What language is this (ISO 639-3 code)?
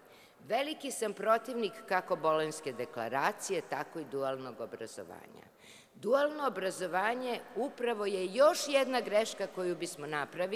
srp